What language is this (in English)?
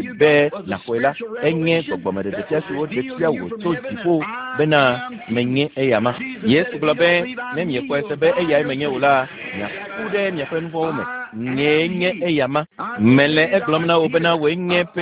Ewe